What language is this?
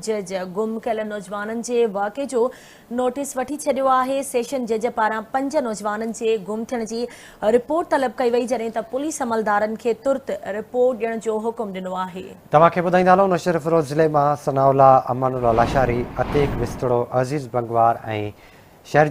Sindhi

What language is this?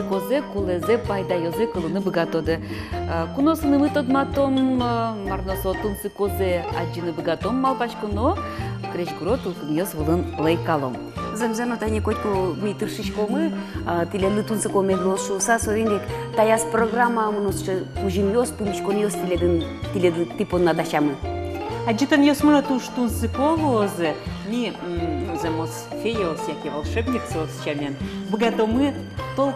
Udmurt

